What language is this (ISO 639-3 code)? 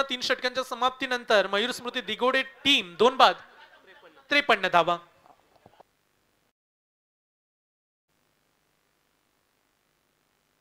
mar